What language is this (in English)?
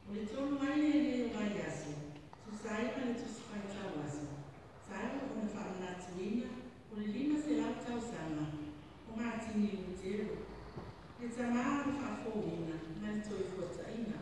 Samoan